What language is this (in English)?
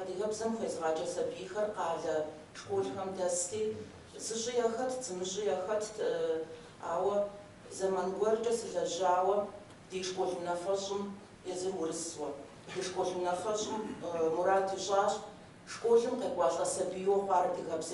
Kabardian